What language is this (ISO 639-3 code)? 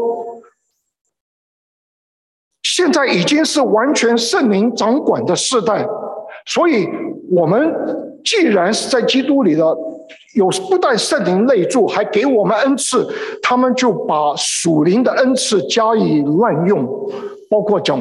zho